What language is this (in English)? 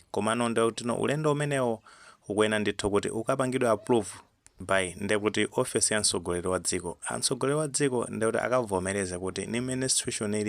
Nyanja